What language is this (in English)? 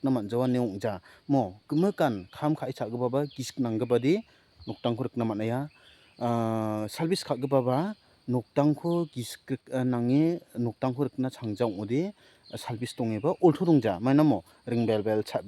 Garo